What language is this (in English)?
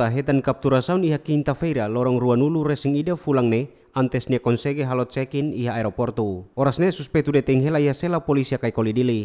Tetum